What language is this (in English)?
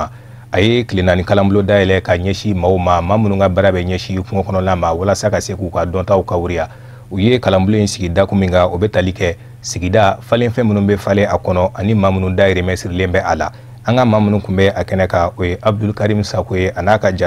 Bambara